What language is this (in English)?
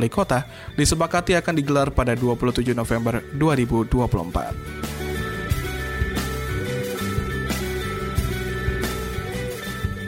Indonesian